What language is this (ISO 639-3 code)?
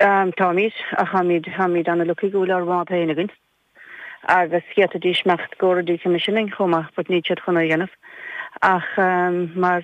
gle